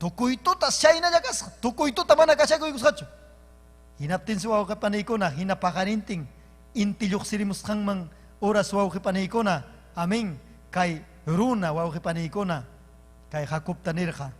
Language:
Ayacucho Quechua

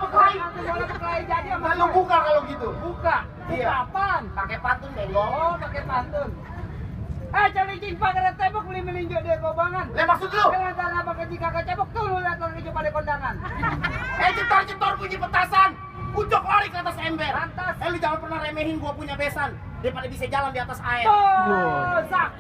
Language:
Betawi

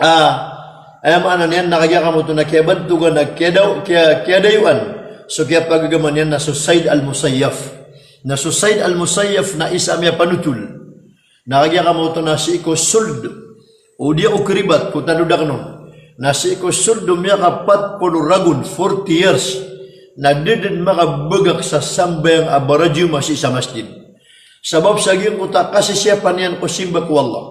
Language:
Maranao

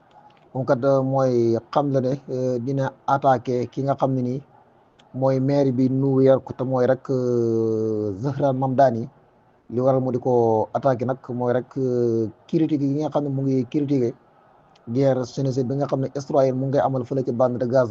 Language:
Wolof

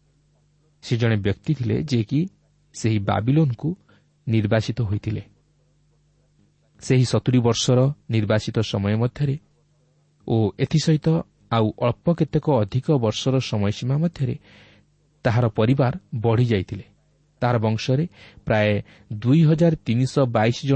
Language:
Odia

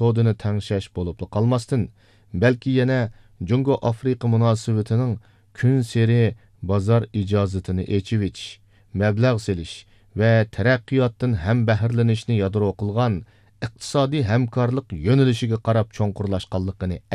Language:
Uyghur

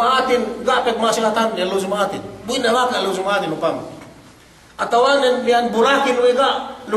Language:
Yakan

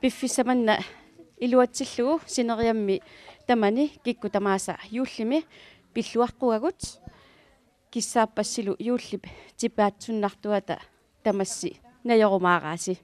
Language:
Kalaallisut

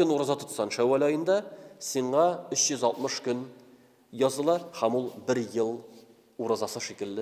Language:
Tatar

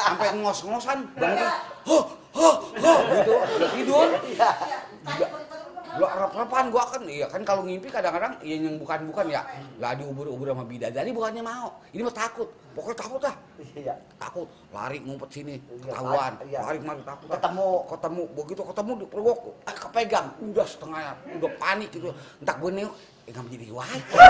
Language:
Betawi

